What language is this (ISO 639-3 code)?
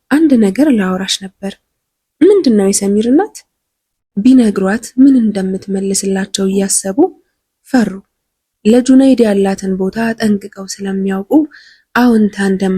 amh